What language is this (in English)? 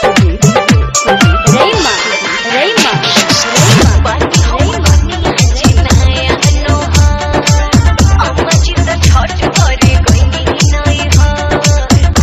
Bhojpuri